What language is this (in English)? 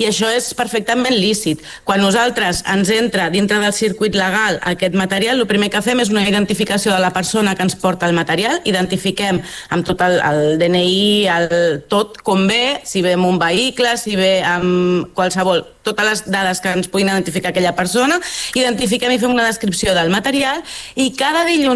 Catalan